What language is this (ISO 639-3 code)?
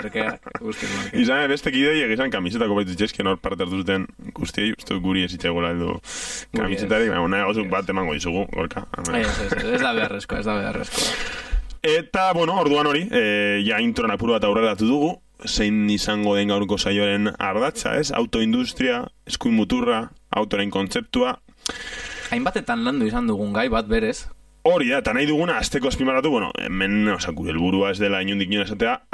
eus